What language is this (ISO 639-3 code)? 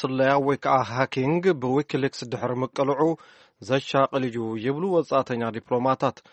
tir